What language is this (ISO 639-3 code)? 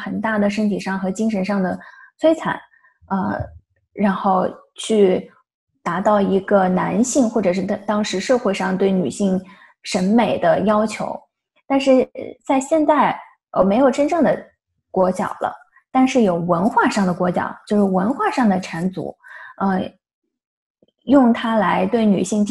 zho